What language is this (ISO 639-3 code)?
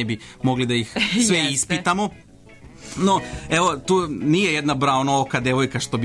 srp